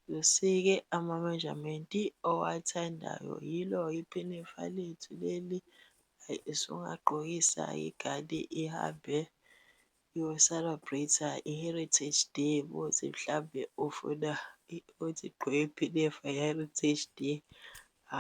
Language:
Zulu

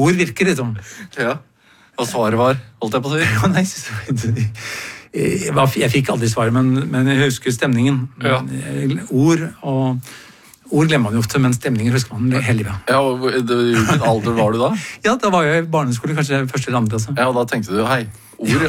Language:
Norwegian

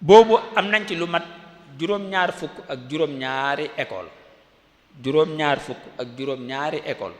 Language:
Wolof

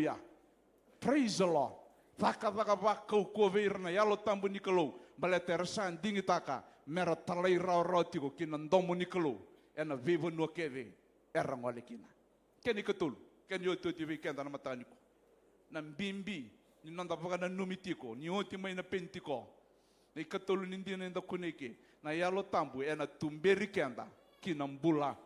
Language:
Fijian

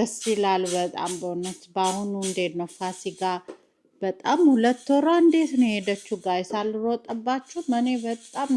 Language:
Amharic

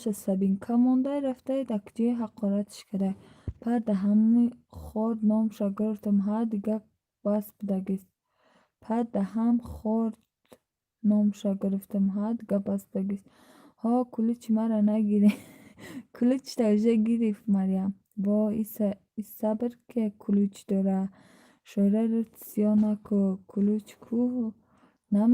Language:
Tajik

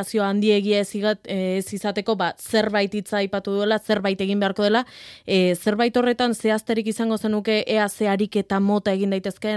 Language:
Basque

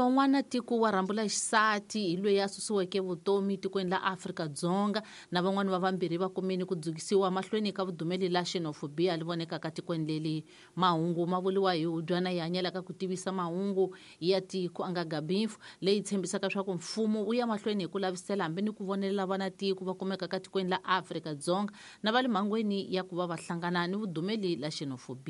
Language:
Tsonga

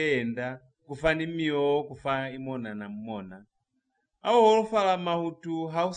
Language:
Lozi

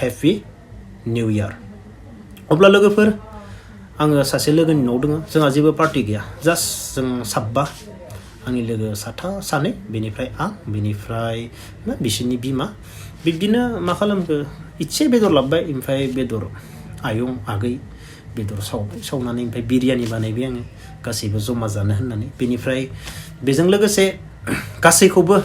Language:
Bodo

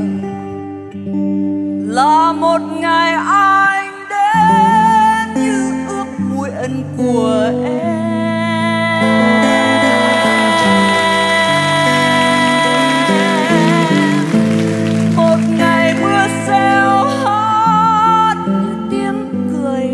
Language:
Vietnamese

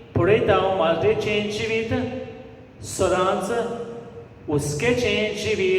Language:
Konkani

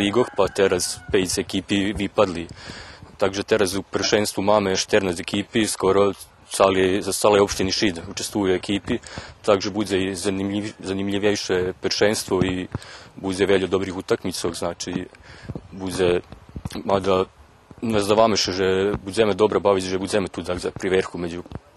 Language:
Rusyn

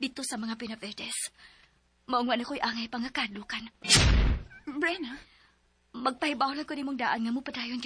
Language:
Cebuano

